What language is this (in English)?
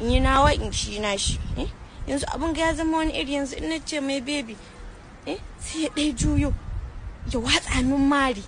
Hausa